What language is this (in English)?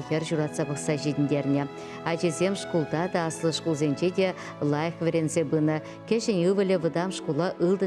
Chuvash